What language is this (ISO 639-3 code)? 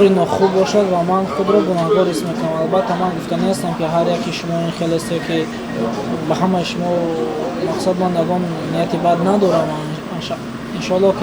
tgk